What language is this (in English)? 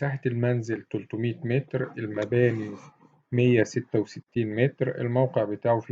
Egyptian Arabic